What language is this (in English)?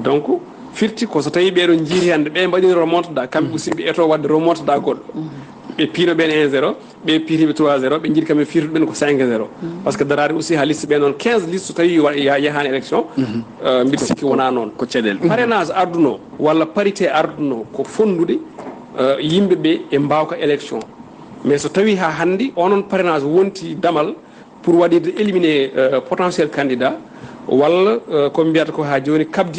Fula